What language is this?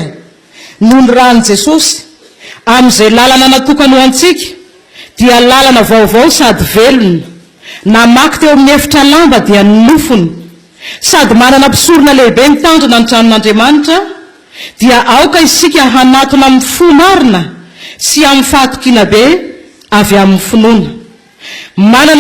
Malagasy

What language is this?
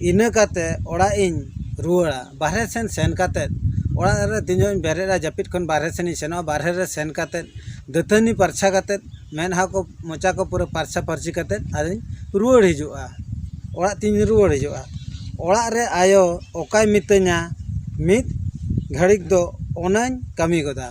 Santali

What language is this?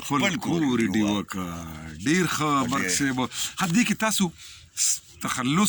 Pashto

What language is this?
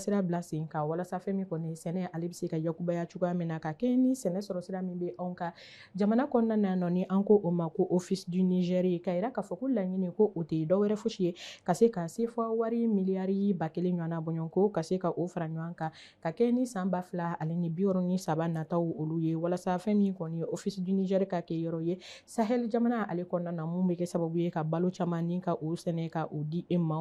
Bambara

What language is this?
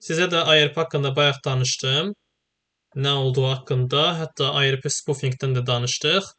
Azerbaijani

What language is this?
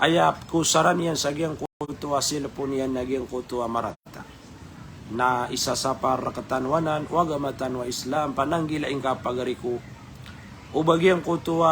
Maranao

